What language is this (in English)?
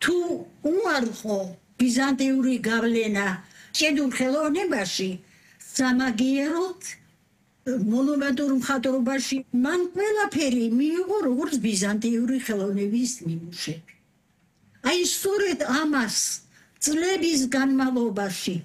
Georgian